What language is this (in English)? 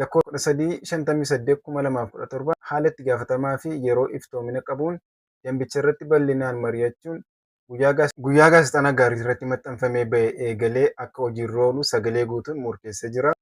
Oromo